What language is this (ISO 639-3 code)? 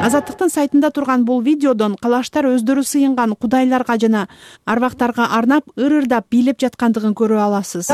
kir